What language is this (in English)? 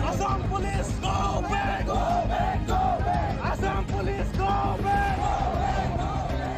Karbi